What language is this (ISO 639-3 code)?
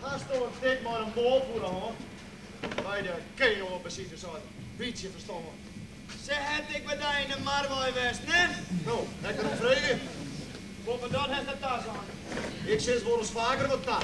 fry